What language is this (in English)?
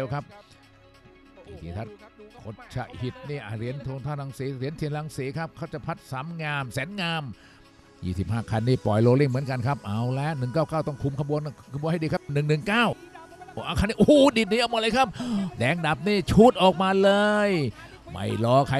Thai